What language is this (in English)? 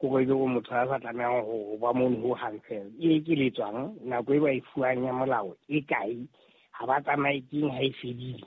Southern Sotho